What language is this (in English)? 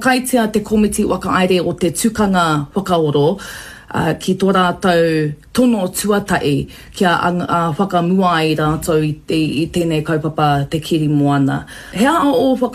Māori